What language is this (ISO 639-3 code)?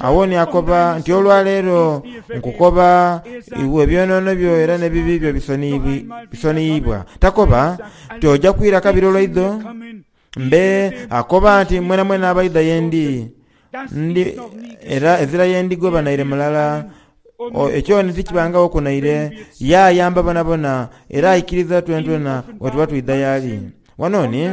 xog